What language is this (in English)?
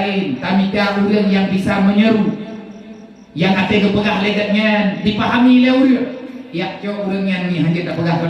Achinese